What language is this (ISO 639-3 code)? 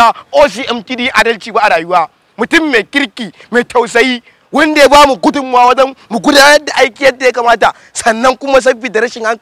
hau